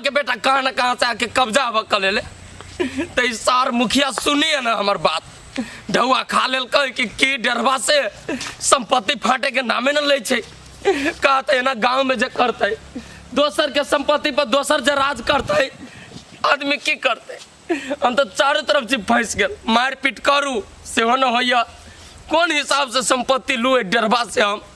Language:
Maithili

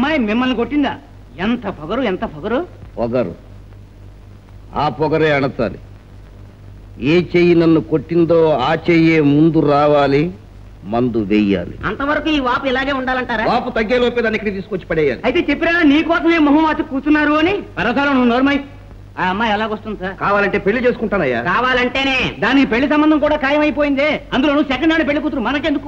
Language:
Telugu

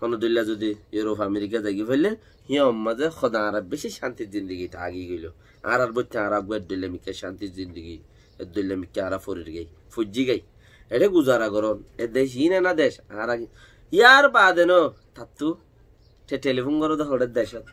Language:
Rohingya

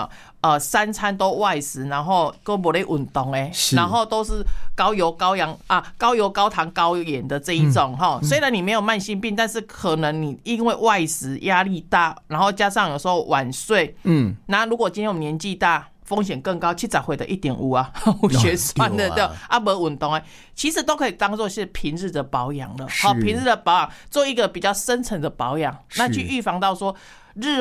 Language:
Chinese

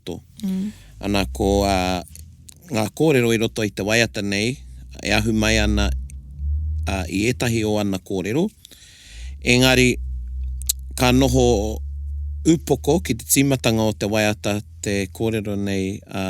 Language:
Māori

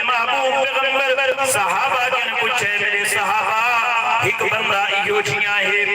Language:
Saraiki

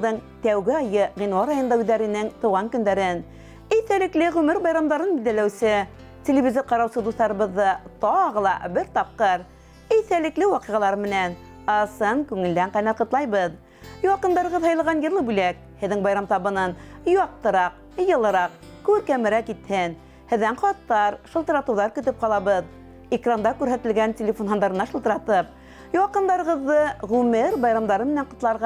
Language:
Bashkir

